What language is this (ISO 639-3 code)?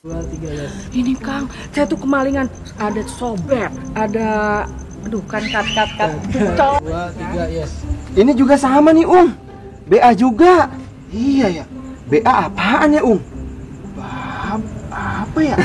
bew